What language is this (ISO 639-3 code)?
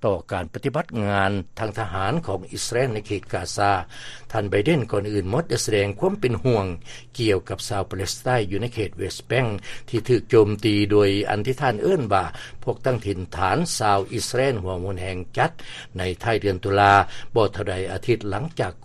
lao